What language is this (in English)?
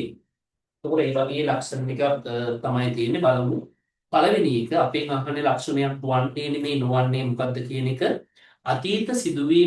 Sinhala